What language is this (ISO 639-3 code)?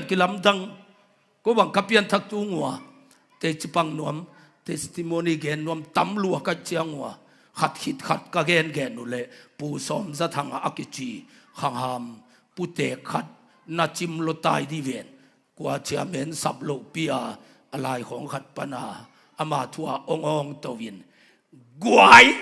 ctd